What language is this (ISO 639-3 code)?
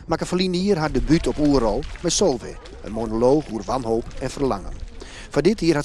fry